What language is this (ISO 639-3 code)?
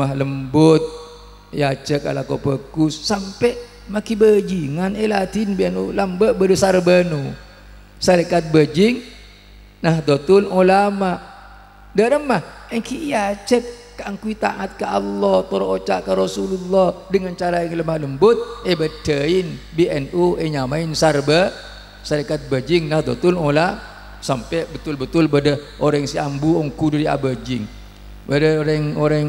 mad